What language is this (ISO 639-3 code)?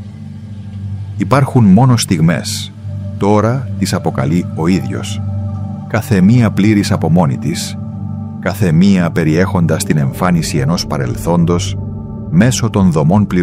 ell